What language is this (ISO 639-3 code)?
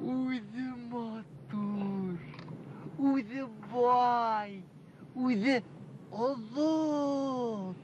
bak